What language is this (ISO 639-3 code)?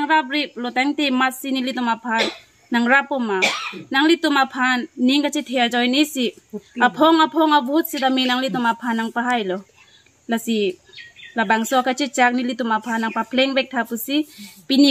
mjw